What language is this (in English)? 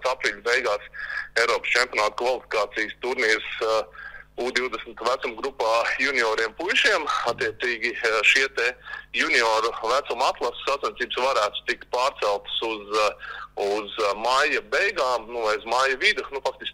Latvian